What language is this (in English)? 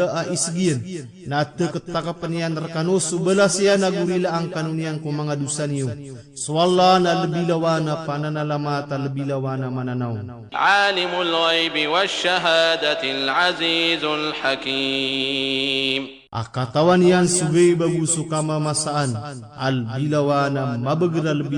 Maranao